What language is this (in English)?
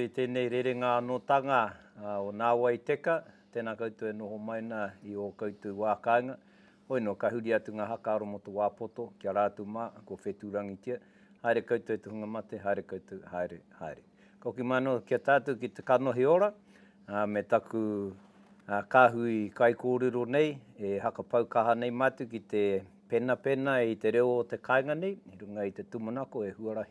Māori